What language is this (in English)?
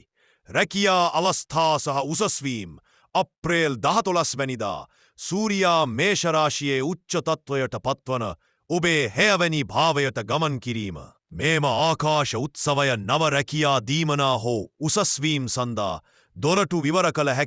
Sinhala